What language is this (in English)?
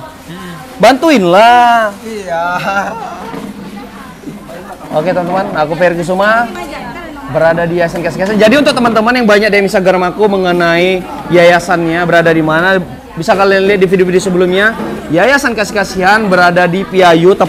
Indonesian